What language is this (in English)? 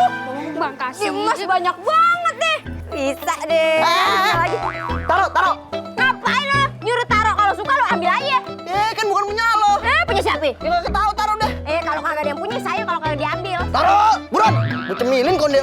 Betawi